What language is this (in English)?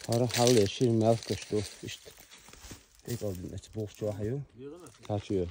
Chechen